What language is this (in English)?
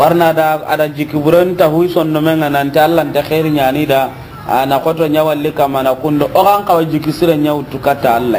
Soninke